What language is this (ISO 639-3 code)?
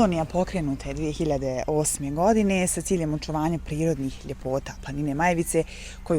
bos